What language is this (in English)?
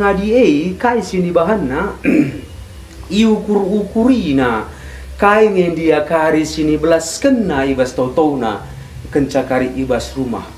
Batak Karo